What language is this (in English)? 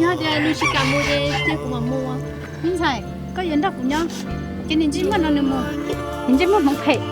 Hmong